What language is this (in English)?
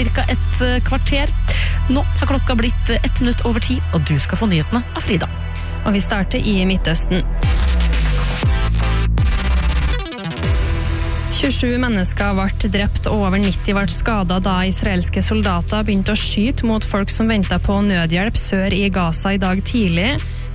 Norwegian